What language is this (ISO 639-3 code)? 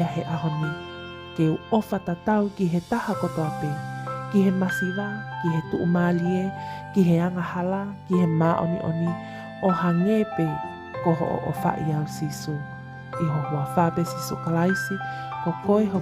ton